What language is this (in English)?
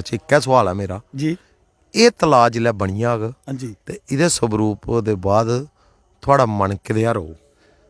Dogri